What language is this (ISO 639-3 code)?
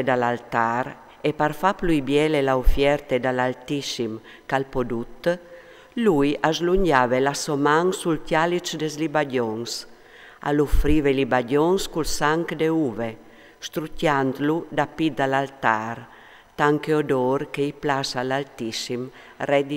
fur